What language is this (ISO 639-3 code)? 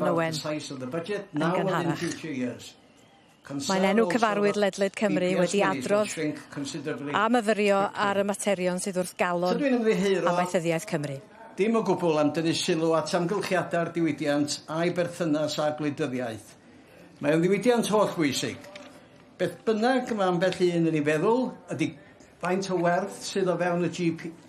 cym